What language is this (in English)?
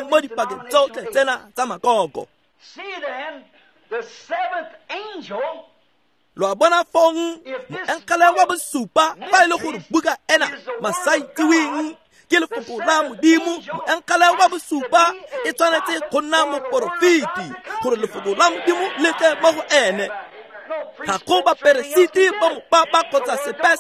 Tswana